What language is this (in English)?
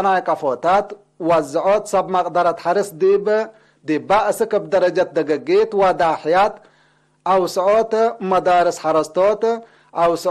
Tigre